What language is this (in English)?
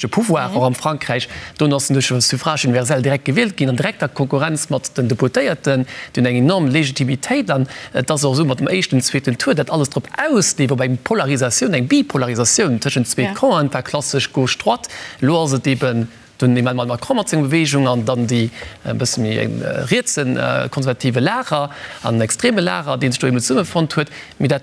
Luxembourgish